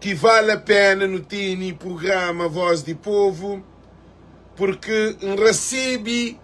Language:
Kabuverdianu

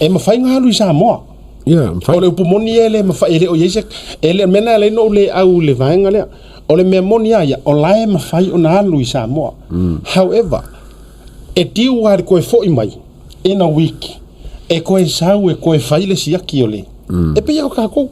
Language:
Samoan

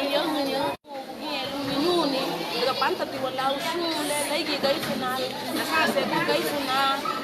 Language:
Garifuna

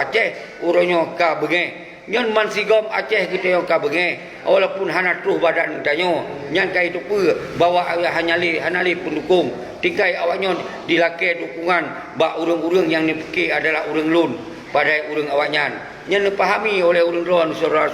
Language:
Achinese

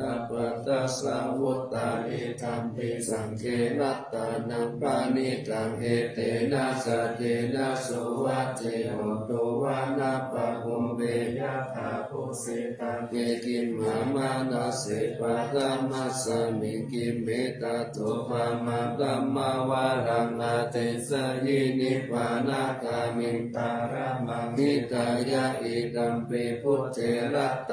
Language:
Pali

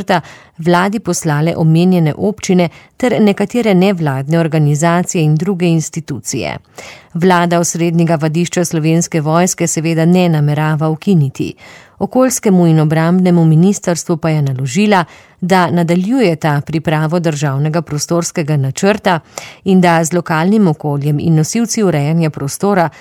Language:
Slovenian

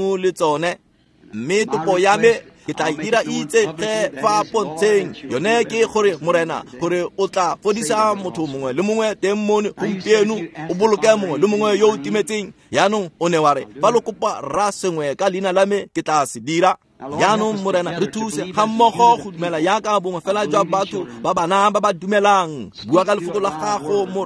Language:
Tswana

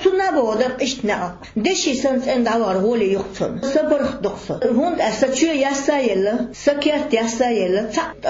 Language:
Chechen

